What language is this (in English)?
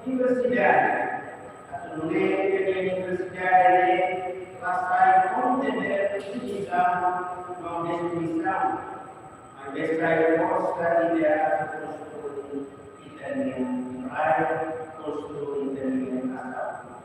Tetum